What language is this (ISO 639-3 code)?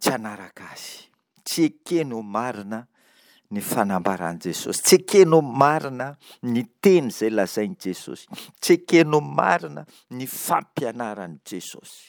mlg